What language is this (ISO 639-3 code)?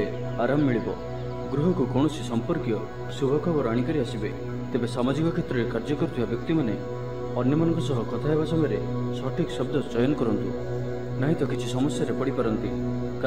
ori